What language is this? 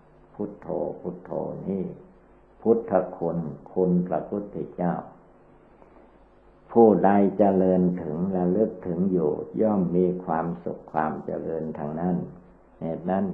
Thai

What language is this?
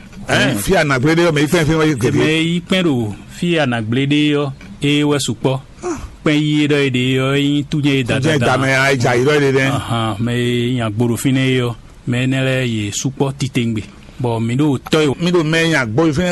Fon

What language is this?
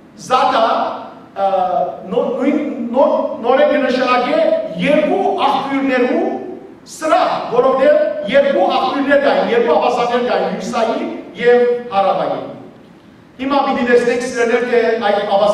Western Armenian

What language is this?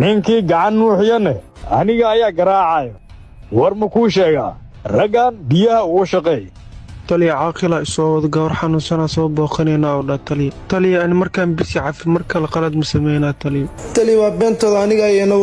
Somali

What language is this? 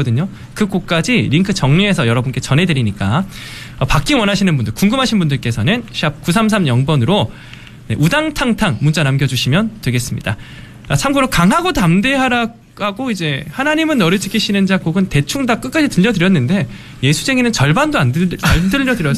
Korean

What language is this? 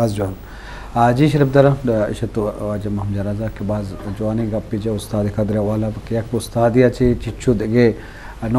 Baluchi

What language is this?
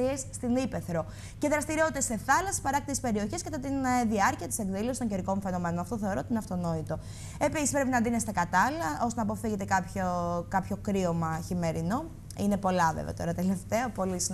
Greek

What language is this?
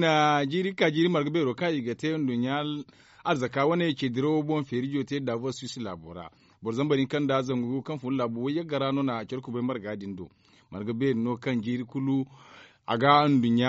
Zarma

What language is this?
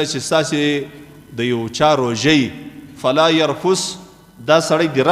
Pashto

